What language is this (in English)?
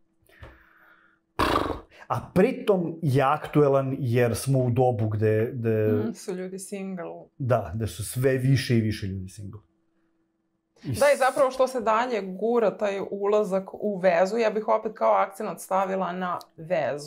Serbian